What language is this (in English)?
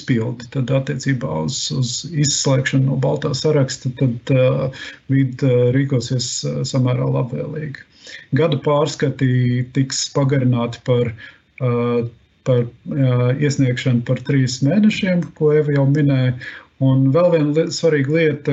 Latvian